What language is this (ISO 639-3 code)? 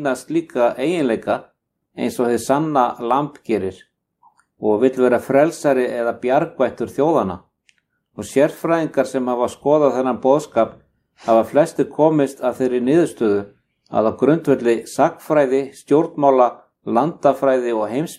isl